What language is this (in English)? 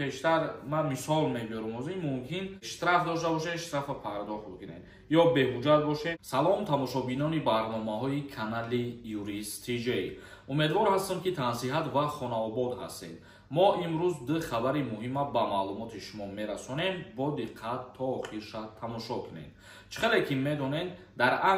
Tajik